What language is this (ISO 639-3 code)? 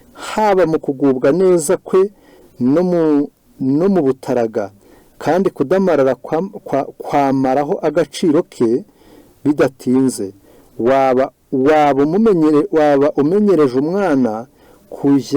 kin